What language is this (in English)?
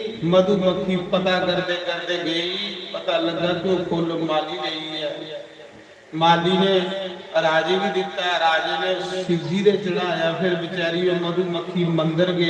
Dogri